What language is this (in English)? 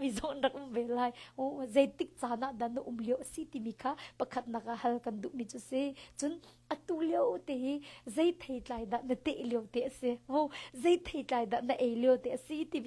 Hakha Chin